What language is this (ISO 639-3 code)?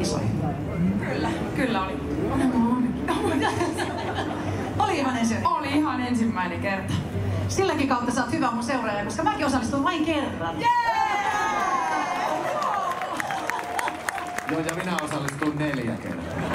fin